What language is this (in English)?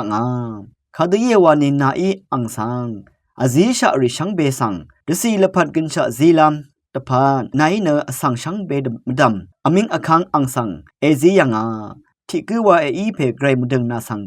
Rawang